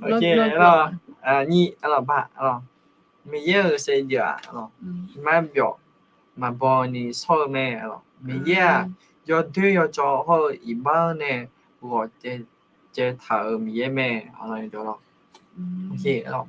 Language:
Akha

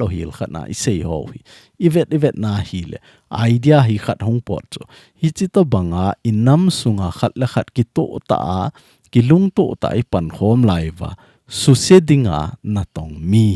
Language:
Thado Chin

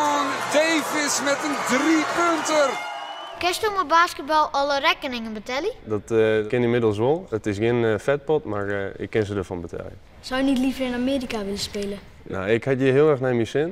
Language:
Western Frisian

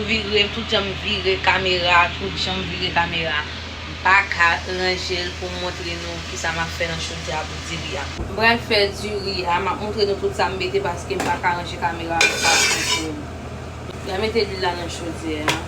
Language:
Haitian Creole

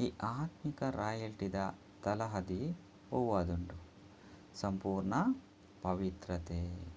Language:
Tulu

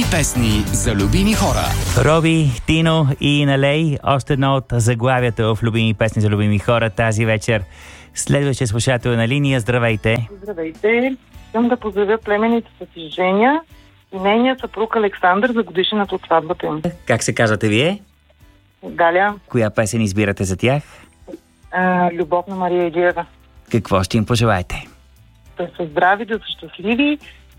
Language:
Bulgarian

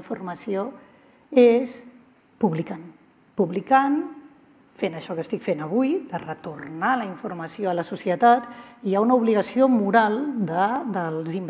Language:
Catalan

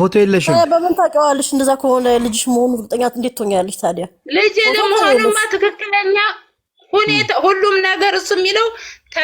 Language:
Amharic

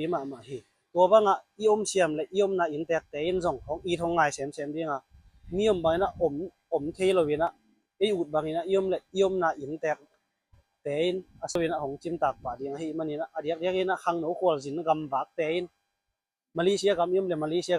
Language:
Tedim Chin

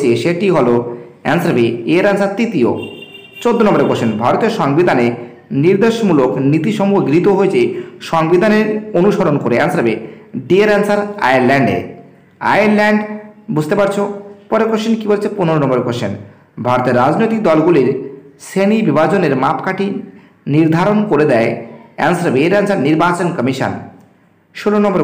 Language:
Bangla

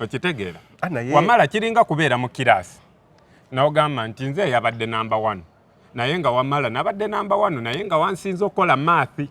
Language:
Ganda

